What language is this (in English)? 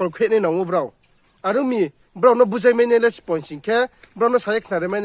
Riang (India)